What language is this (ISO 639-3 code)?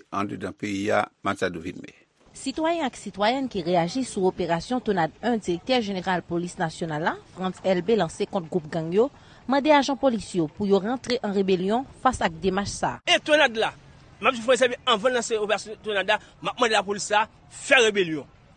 hat